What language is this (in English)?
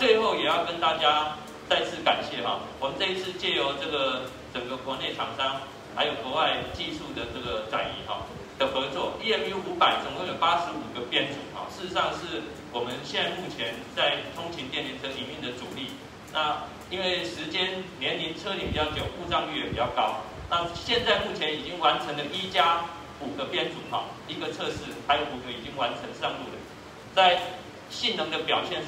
Chinese